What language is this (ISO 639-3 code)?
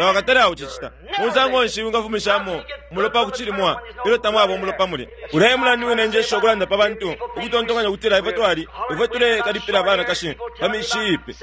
bem